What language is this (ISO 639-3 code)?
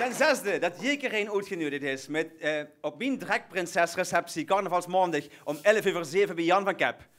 lim